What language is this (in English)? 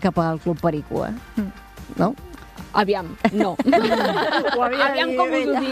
Catalan